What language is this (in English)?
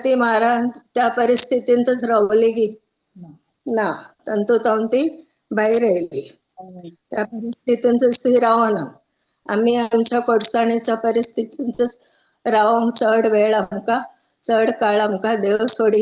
Konkani